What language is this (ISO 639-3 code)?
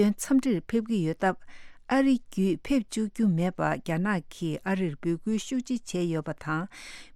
bod